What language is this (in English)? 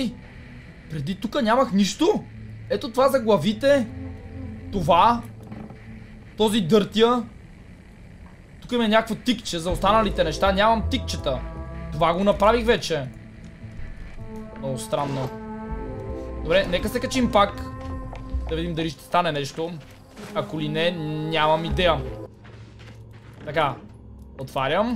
Bulgarian